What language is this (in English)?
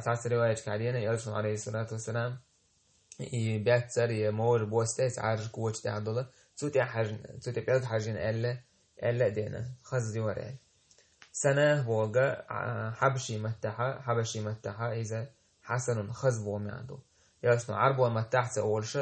Chechen